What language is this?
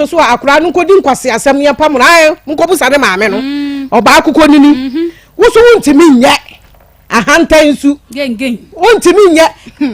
Akan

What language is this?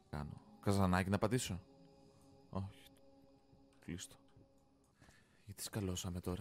Greek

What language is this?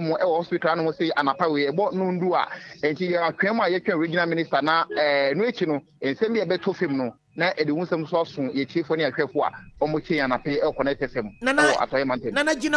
Akan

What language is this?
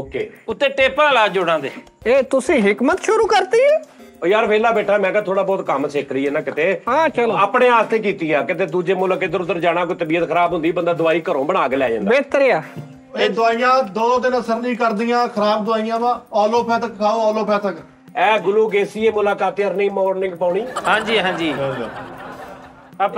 Punjabi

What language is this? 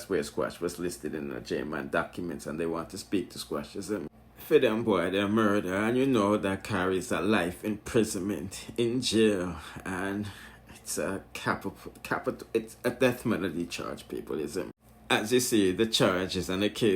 Jamaican Creole English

